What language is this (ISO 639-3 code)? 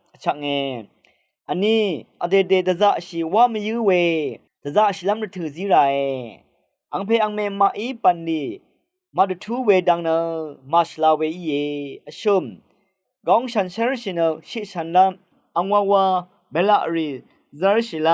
raw